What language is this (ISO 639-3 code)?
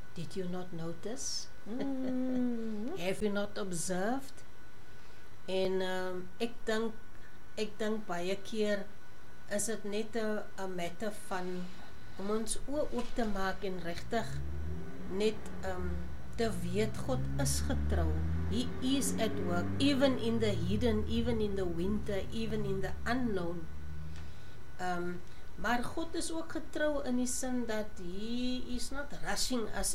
afr